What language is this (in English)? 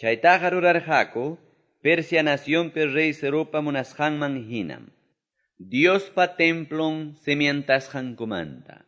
Quechua